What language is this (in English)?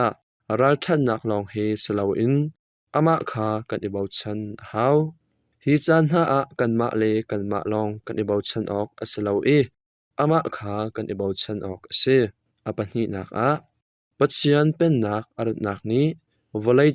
Hakha Chin